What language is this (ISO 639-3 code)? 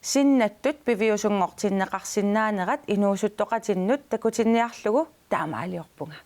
kal